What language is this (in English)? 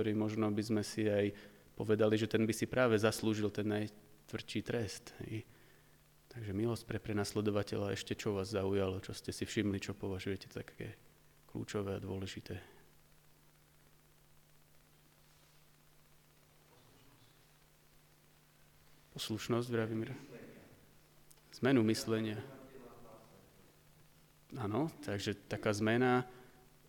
Slovak